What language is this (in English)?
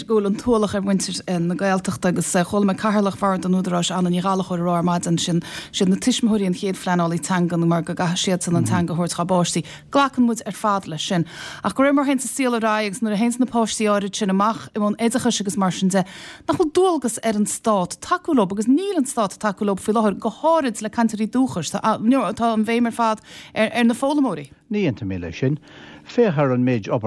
Irish